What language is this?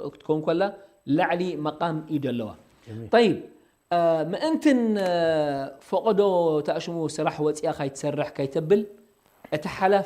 Tigrinya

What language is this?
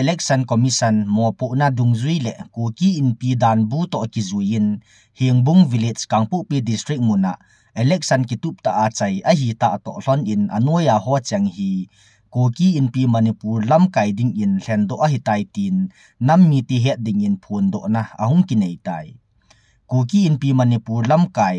Thado Chin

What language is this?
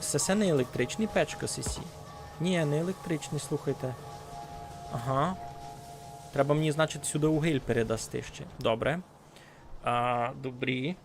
Rusyn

